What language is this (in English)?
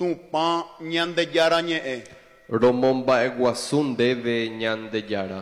Guarani